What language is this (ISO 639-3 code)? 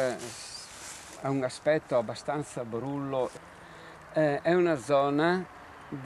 ita